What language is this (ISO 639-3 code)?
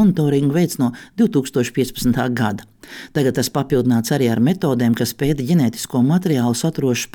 lav